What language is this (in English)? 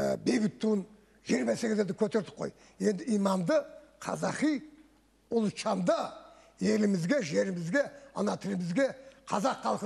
Kazakh